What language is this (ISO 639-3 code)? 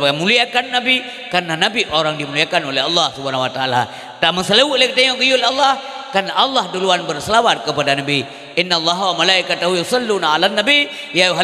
ace